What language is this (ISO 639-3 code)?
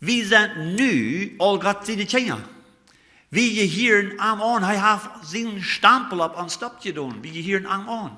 pdt